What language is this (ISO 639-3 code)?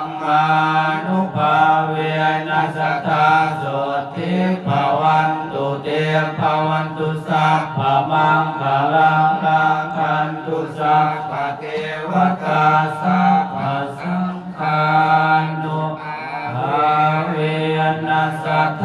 pli